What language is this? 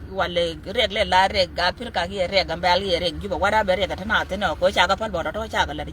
Nuer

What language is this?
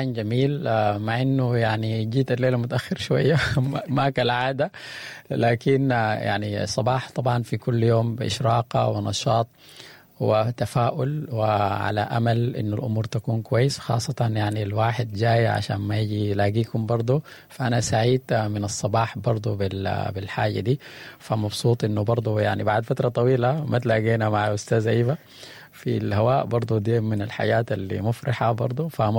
Sudanese Arabic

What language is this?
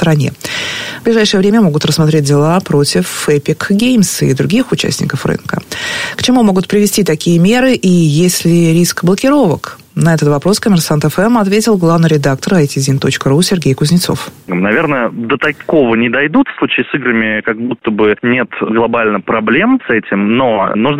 Russian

